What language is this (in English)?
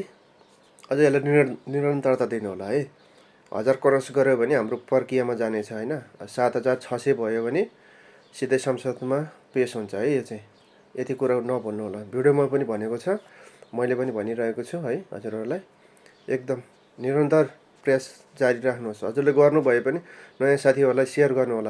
Nepali